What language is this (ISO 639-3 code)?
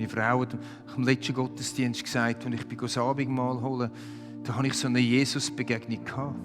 gsw